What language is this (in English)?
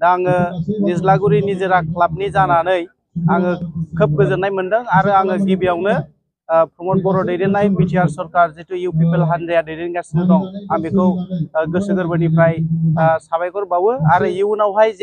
Bodo